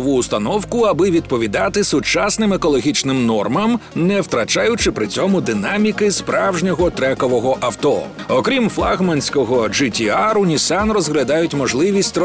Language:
Ukrainian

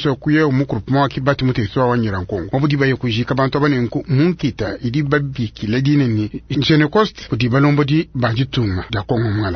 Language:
Luba-Lulua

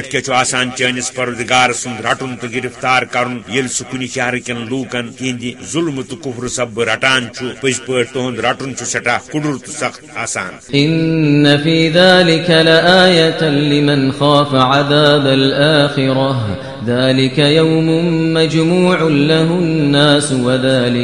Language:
Kashmiri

